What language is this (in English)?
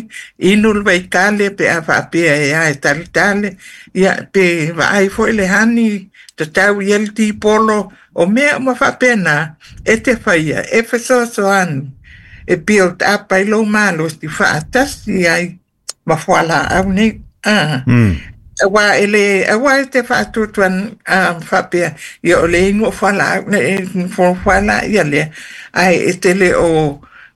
Samoan